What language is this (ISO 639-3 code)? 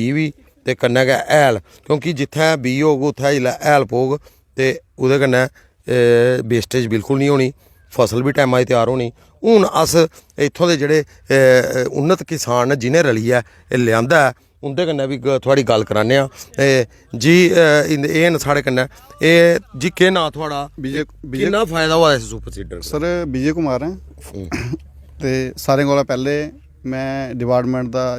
doi